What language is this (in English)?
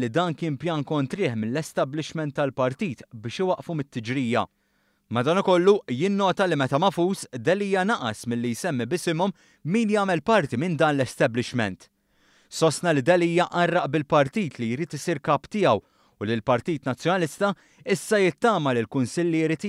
Maltese